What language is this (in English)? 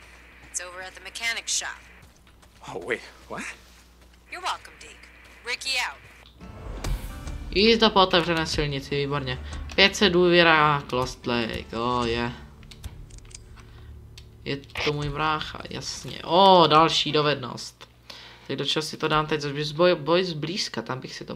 Czech